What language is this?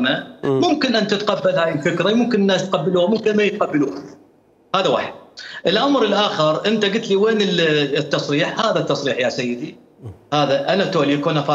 Mesopotamian Arabic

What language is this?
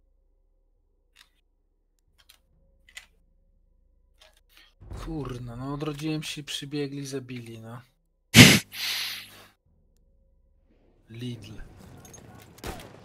Polish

